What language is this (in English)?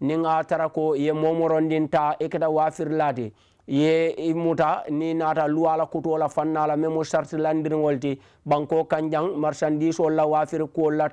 Mandingo